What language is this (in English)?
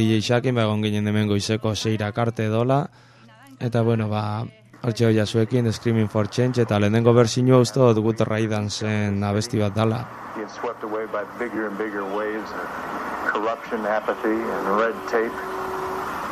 Basque